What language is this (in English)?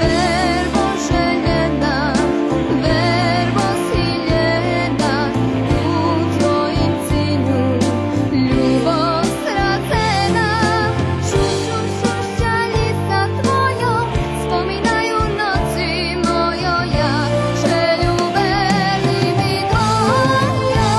Rusyn